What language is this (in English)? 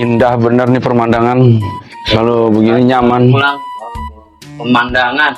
Betawi